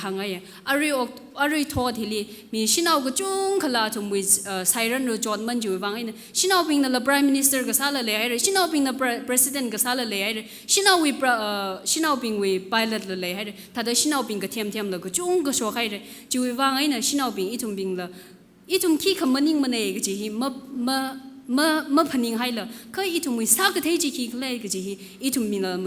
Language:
Tangkhul Naga (India)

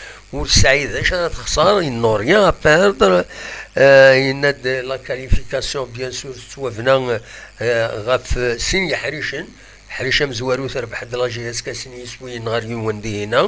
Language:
Kabyle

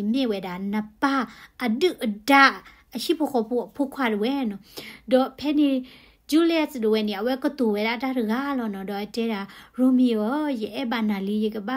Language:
S'gaw Karen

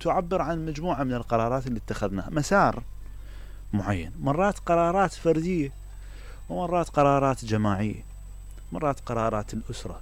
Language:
Mesopotamian Arabic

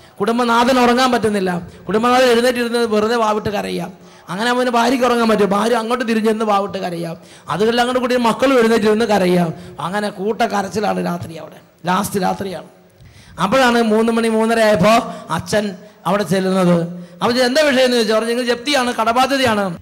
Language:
Malayalam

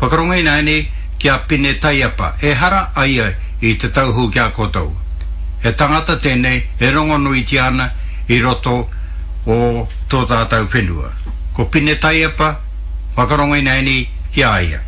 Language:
Māori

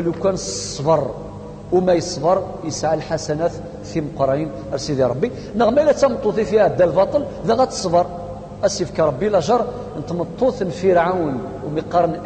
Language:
Kabyle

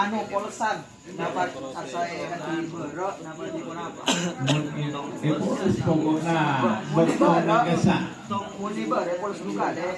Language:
Madurese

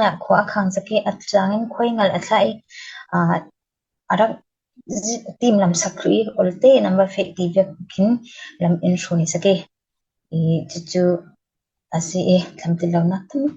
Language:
Falam Chin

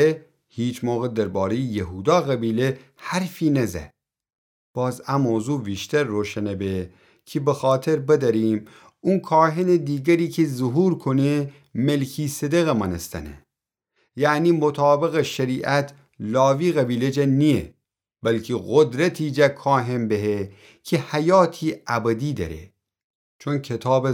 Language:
Gilaki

